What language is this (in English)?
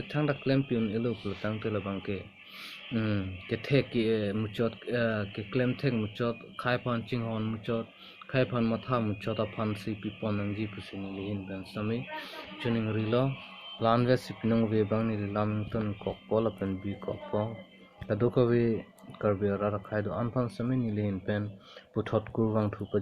Karbi